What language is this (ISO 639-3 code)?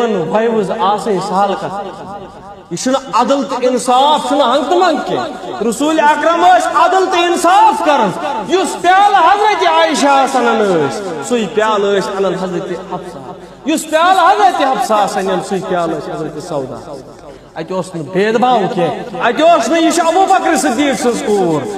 kas